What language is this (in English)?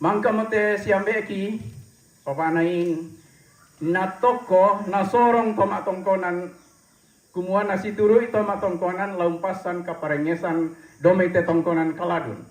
Toraja-Sa'dan